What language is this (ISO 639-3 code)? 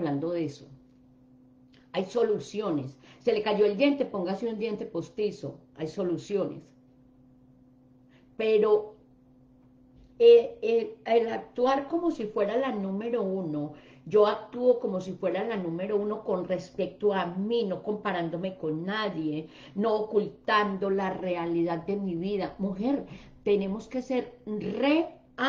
spa